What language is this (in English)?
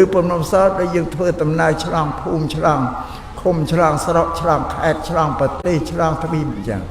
Khmer